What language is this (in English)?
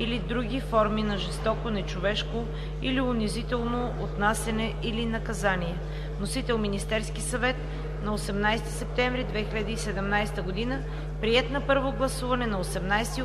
Bulgarian